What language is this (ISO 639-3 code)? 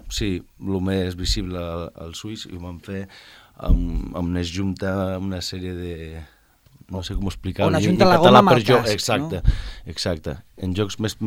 cat